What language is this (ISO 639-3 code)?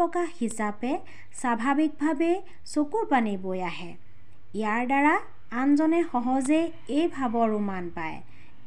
asm